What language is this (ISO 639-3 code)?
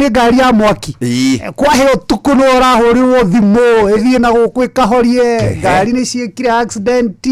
kik